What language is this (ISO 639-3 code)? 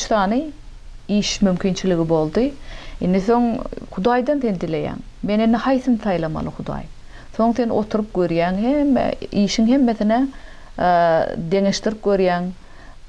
tuk